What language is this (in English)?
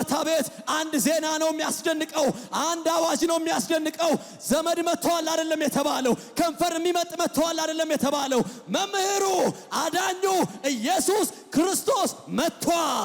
Amharic